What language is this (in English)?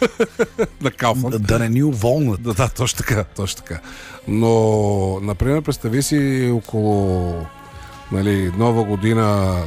Bulgarian